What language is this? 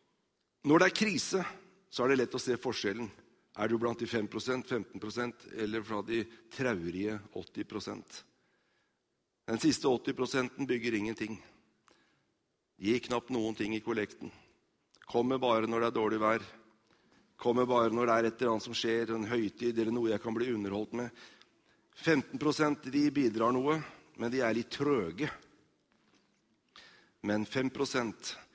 Norwegian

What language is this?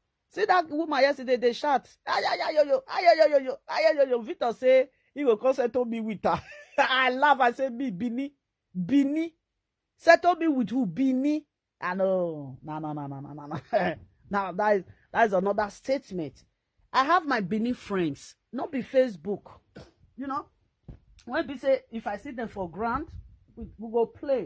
Nigerian Pidgin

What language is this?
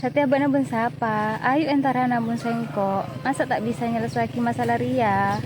Madurese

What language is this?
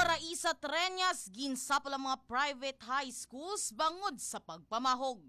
Hiligaynon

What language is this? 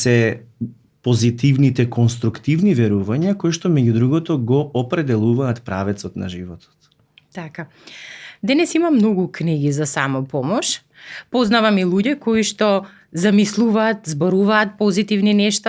Macedonian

